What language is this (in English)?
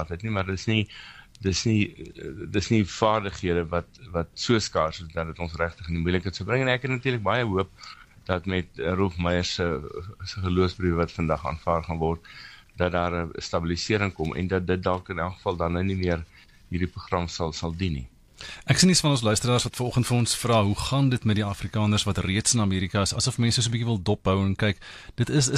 Afrikaans